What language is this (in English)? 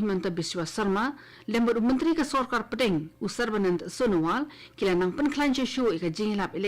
Khasi